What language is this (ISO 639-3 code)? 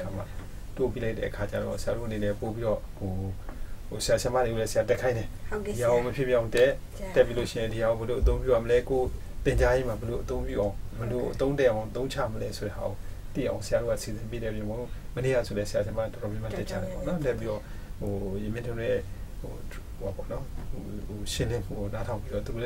mya